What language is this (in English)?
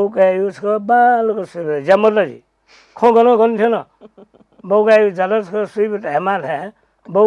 Newari